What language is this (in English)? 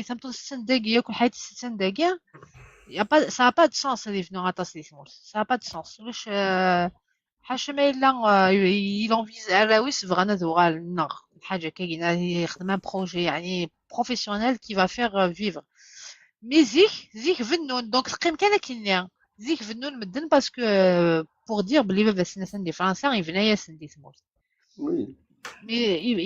Kabyle